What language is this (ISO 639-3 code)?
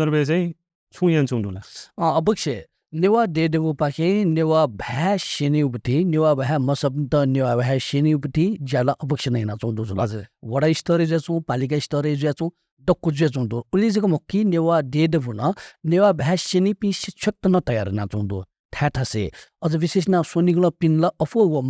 new